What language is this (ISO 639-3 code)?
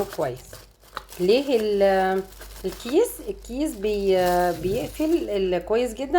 arz